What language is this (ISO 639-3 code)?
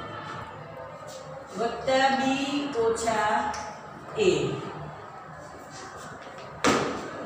guj